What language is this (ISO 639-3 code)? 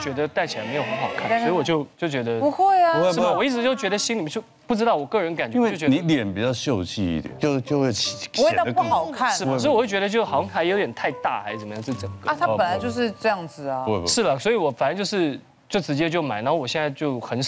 zho